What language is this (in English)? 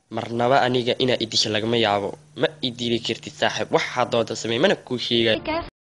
Somali